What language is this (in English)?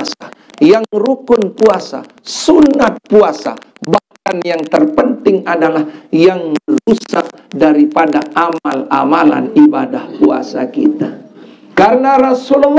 Sasak